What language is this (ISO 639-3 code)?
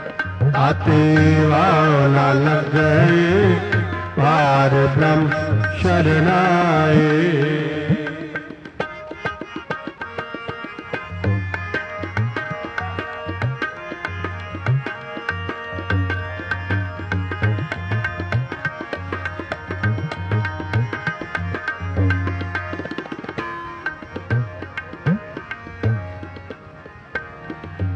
pan